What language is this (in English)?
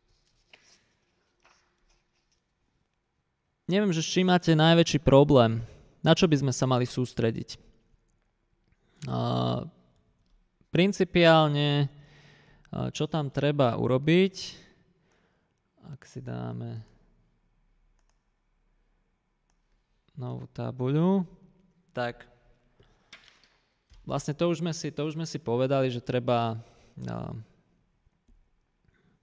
Slovak